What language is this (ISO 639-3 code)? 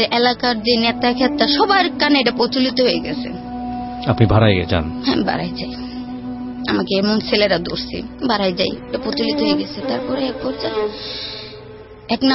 ben